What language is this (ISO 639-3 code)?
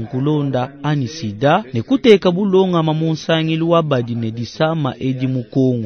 lua